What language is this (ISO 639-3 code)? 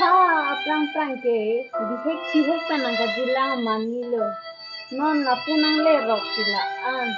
mjw